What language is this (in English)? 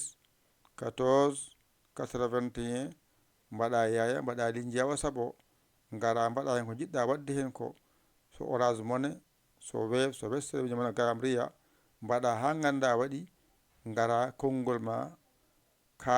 Fula